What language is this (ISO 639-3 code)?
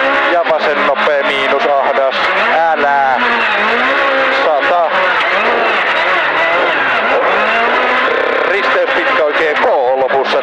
fin